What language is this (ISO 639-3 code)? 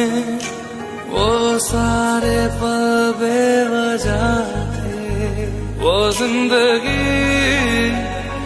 hin